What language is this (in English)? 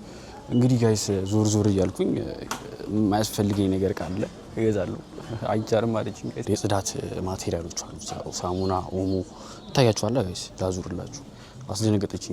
Amharic